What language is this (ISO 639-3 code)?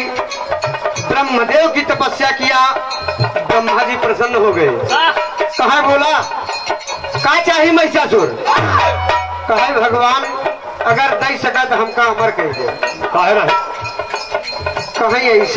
bho